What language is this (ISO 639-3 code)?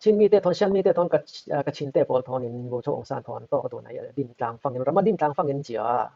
cfm